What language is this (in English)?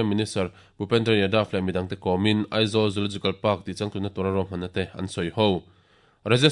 Mizo